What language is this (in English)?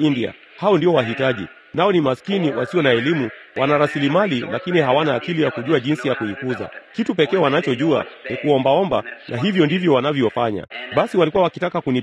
Swahili